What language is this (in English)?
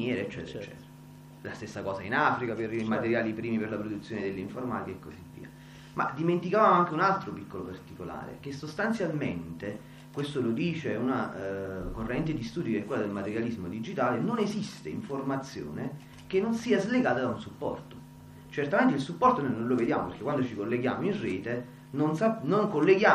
Italian